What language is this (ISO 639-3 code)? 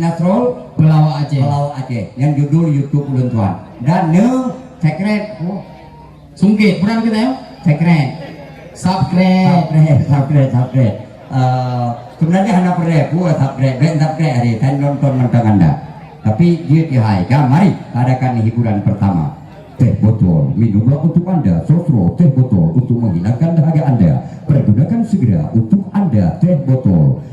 ace